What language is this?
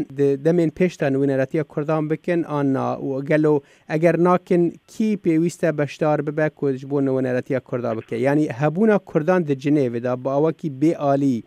Kurdish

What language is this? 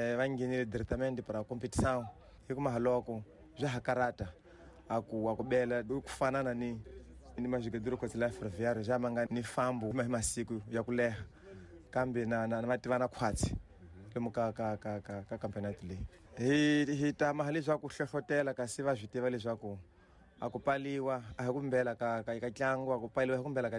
Tsonga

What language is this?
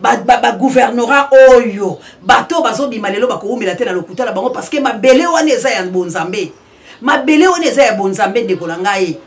Lingala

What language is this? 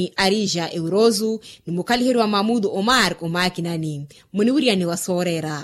Makhuwa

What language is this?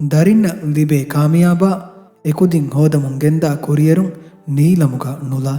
Divehi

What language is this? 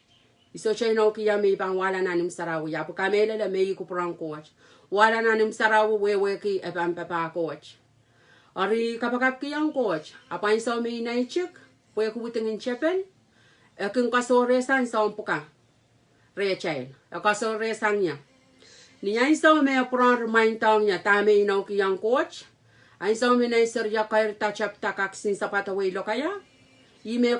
Pohnpeian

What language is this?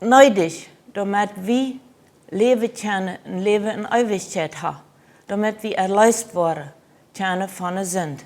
Plautdietsch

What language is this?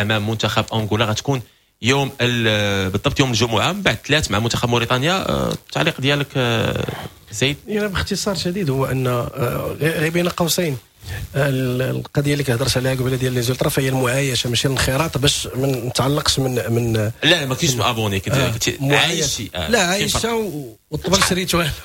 Moroccan Arabic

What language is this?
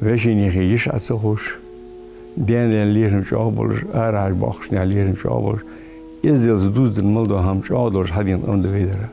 Ingush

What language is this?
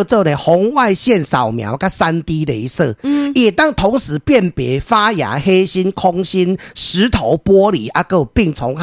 Min Nan Chinese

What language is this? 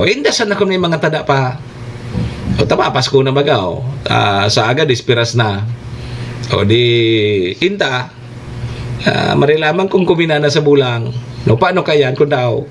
Bikol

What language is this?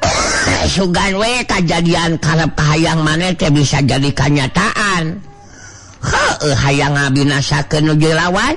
Sundanese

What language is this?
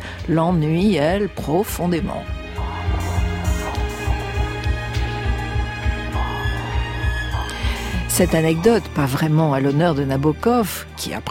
French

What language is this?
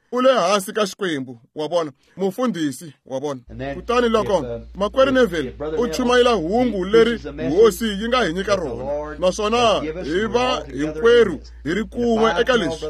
Tsonga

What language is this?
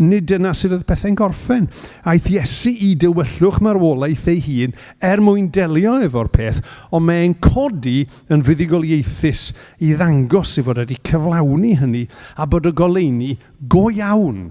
Welsh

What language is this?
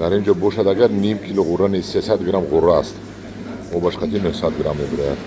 Tajik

